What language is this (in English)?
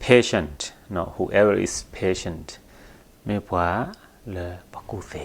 S'gaw Karen